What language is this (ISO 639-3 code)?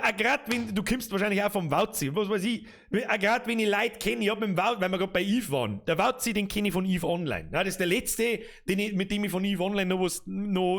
bar